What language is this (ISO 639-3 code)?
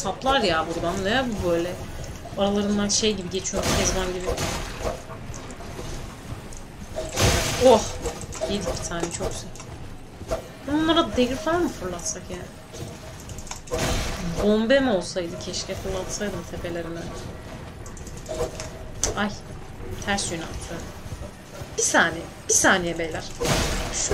tur